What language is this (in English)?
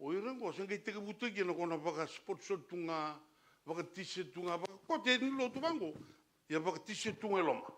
Fijian